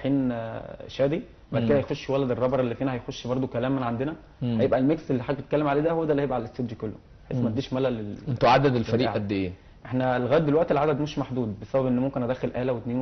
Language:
Egyptian Arabic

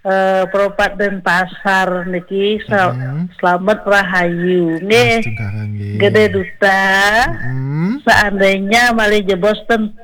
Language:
Balinese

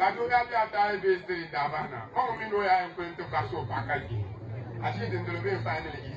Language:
Dagbani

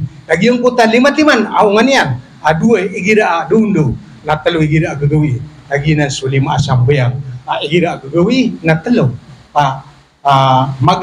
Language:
Maranao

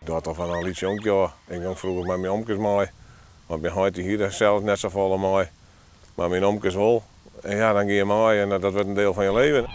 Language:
Western Frisian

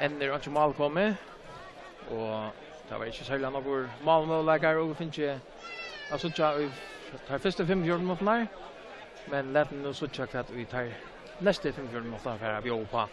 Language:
Faroese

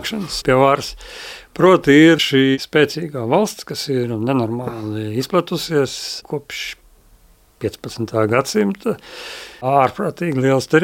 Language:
Latvian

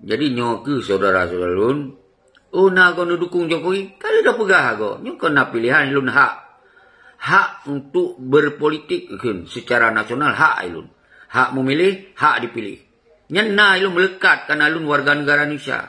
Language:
Achinese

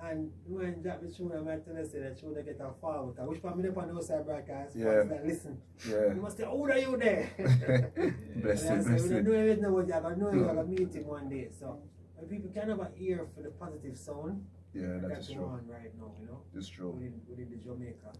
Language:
Jamaican Creole English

